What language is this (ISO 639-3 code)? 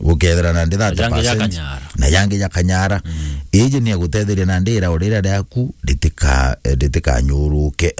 mer